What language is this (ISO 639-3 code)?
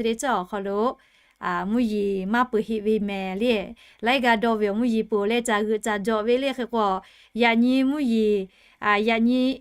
lhu